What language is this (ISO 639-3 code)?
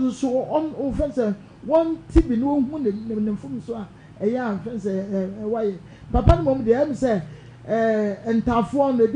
aka